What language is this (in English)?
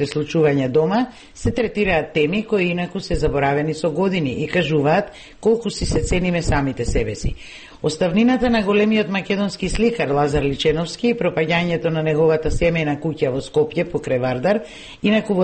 Macedonian